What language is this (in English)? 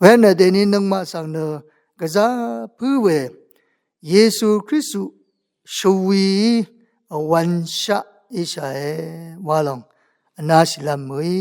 Rawang